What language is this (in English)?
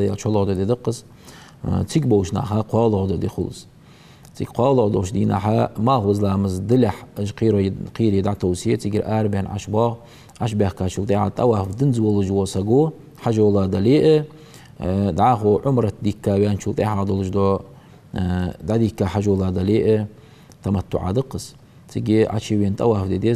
Ingush